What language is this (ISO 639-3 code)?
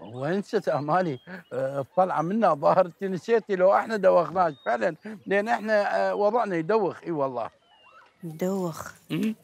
acm